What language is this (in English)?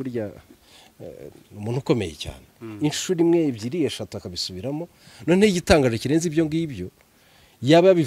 Kinyarwanda